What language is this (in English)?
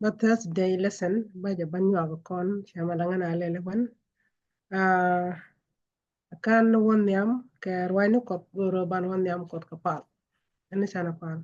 Nuer